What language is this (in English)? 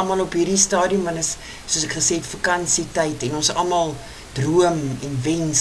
Afrikaans